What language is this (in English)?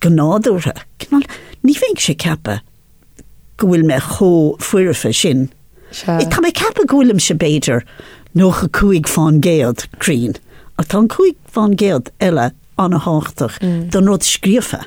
Irish